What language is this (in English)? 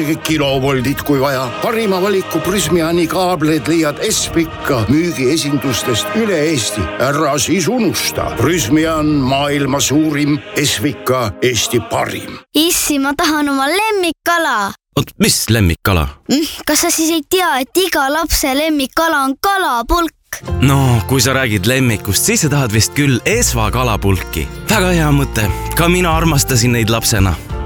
Estonian